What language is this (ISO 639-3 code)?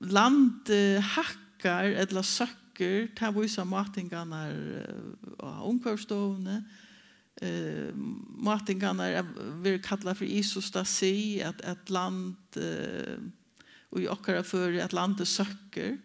fao